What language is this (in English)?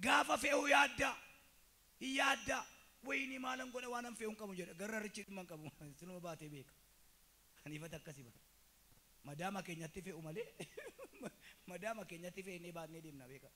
Oromo